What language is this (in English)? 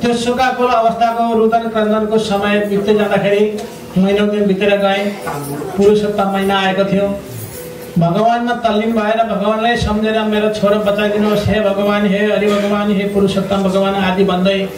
Nepali